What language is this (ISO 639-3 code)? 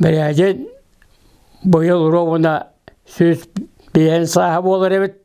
sah